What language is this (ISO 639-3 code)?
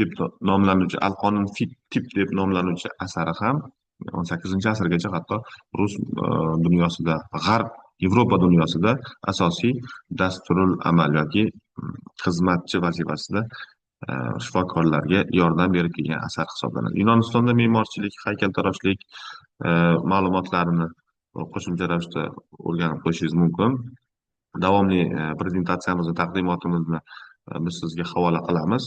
uzb